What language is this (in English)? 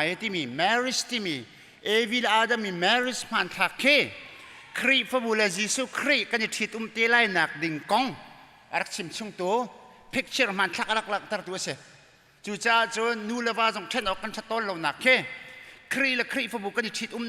Hakha Chin